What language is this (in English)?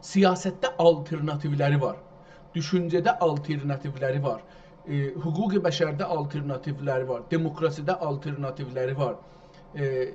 South Azerbaijani